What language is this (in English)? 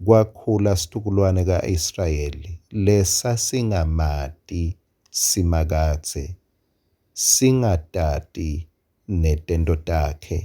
Swati